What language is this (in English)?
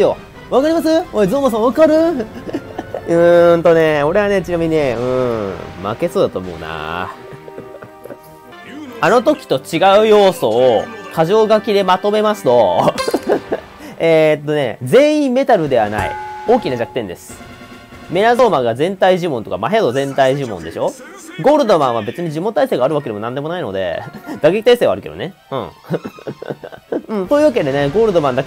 Japanese